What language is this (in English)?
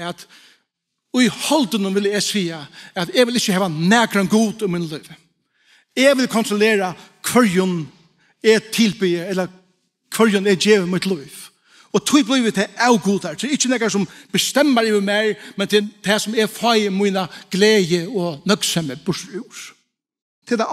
Faroese